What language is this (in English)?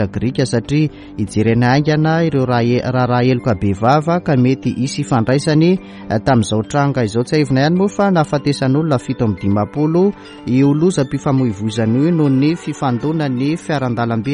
Malagasy